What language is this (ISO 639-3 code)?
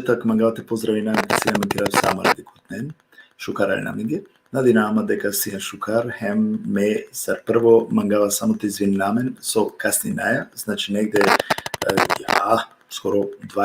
rmn